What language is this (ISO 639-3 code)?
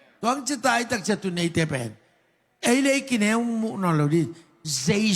ctd